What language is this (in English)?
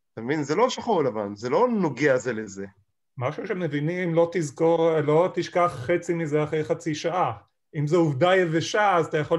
Hebrew